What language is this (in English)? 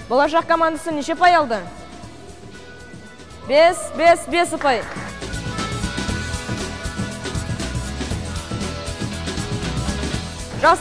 Kazakh